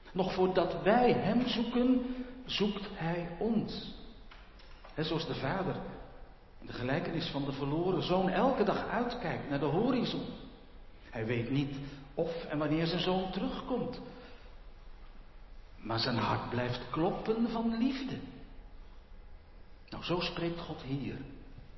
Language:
Dutch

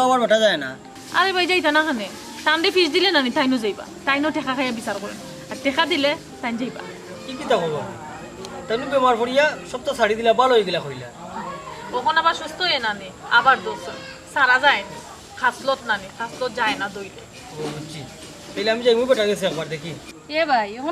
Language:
Sylheti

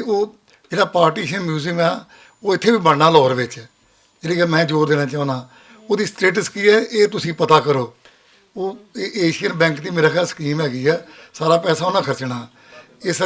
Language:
Western Panjabi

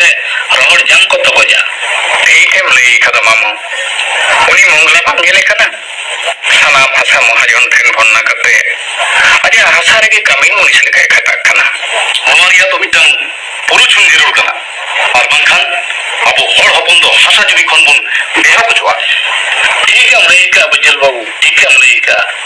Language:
Santali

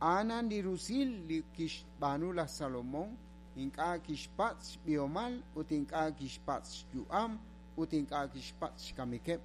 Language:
Kekchí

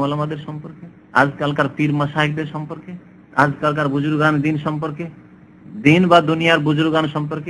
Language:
Bangla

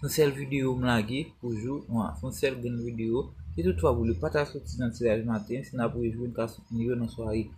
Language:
Haitian Creole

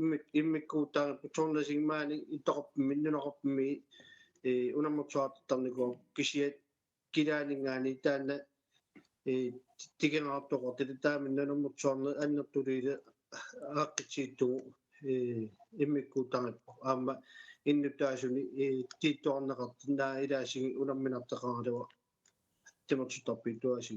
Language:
Kalaallisut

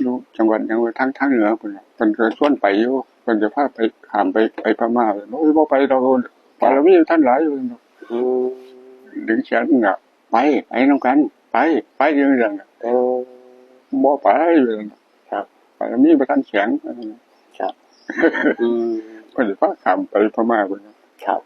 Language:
Northeastern Thai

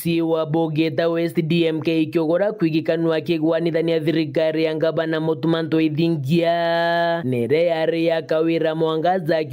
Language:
Meru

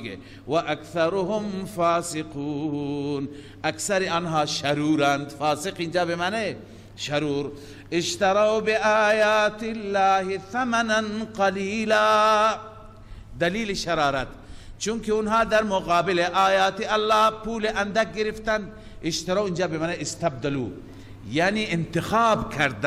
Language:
Persian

